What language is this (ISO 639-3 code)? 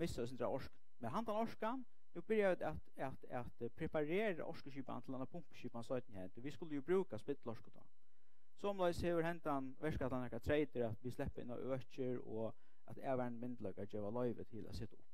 fao